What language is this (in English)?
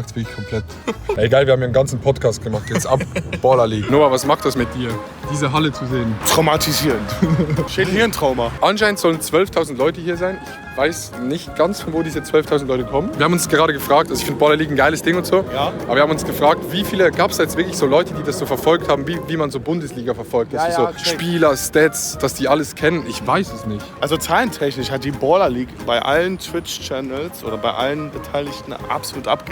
Swiss German